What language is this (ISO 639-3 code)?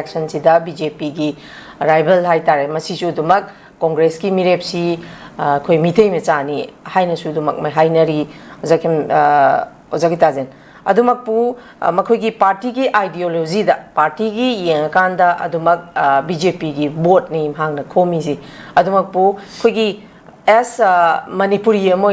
mni